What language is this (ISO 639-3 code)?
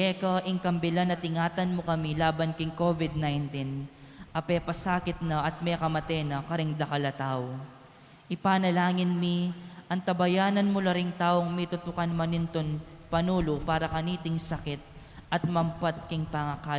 pam